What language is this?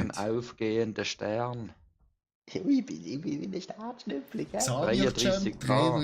Swiss German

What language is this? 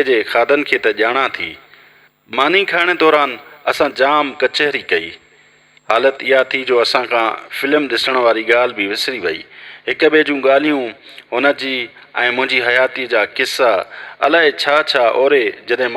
Sindhi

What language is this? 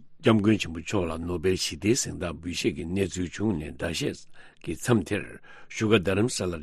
Tibetan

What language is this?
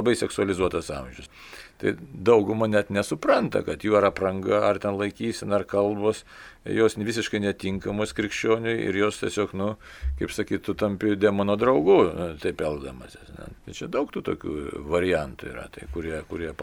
Lithuanian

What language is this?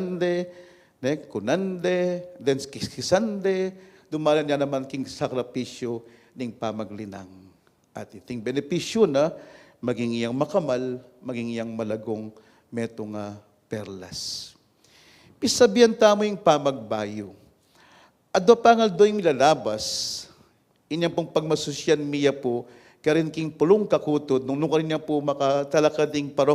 Pampanga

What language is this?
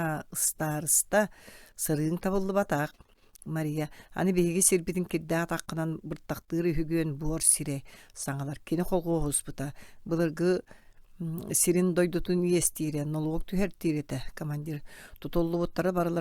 Yakut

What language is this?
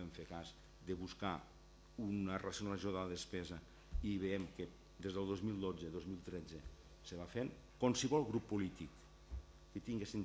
Catalan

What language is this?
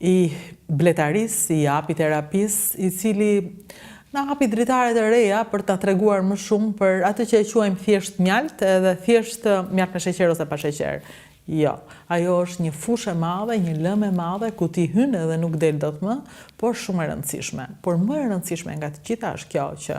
Albanian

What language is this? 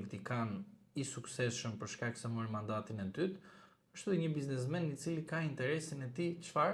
Albanian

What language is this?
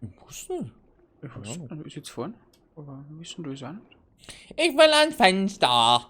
Bavarian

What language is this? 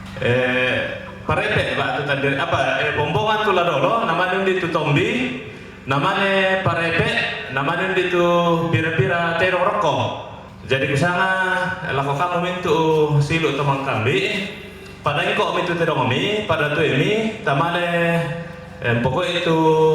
Toraja-Sa'dan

